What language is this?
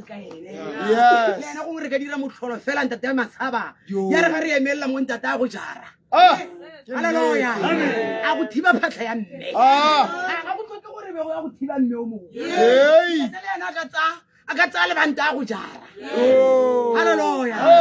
Tswana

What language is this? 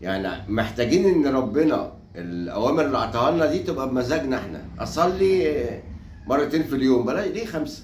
Egyptian Arabic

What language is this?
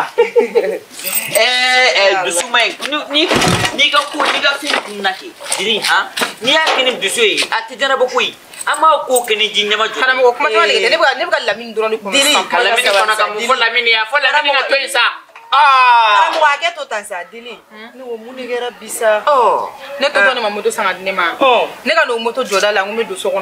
Bambara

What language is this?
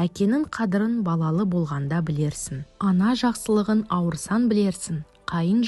Kazakh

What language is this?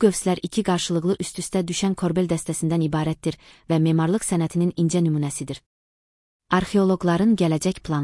Azerbaijani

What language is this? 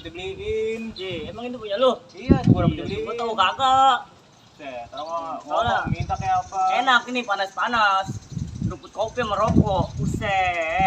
Betawi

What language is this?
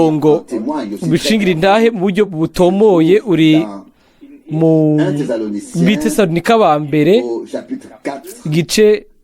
Rundi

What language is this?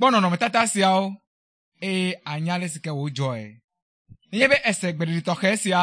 Ewe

